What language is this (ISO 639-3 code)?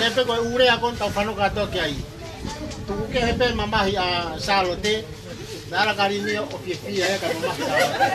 ton